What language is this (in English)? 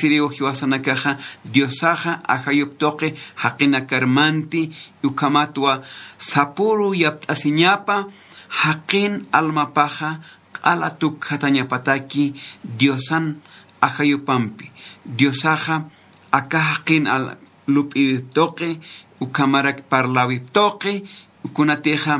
Aymara